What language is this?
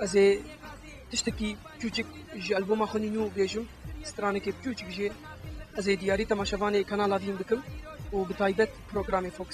Kurdish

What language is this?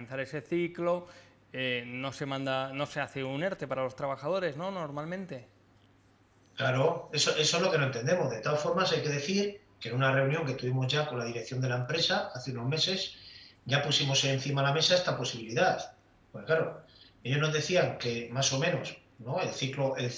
Spanish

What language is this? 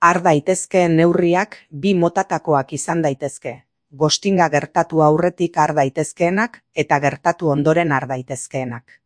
Basque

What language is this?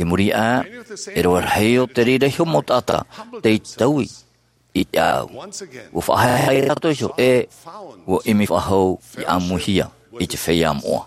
Tahitian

